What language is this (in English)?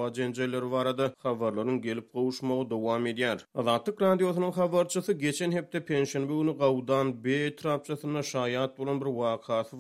Turkmen